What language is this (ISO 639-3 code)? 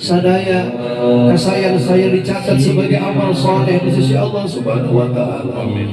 sun